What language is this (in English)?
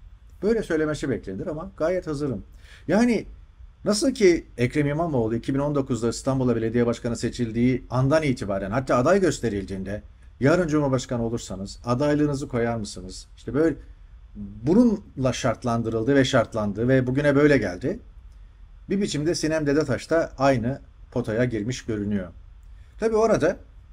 Turkish